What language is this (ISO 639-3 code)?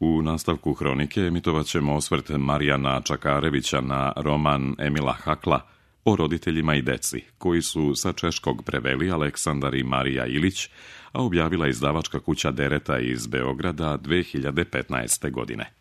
srp